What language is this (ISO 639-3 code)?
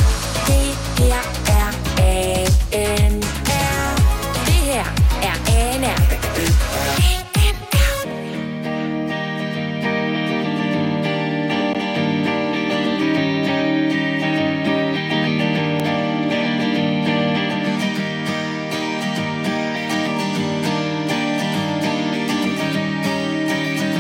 dan